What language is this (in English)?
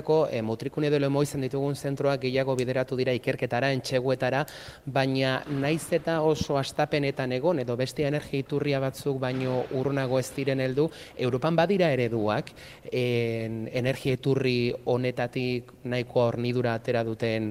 Basque